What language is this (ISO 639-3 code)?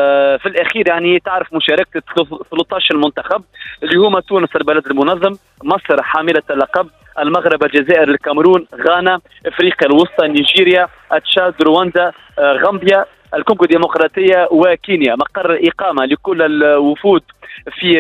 aeb